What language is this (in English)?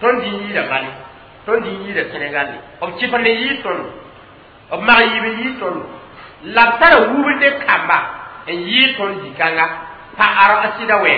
Mossi